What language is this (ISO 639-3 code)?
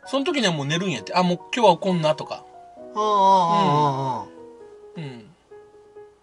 jpn